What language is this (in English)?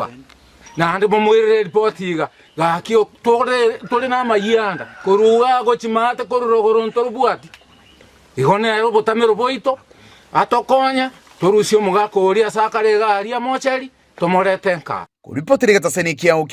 Gusii